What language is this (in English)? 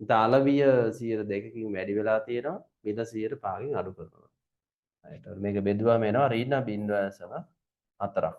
Sinhala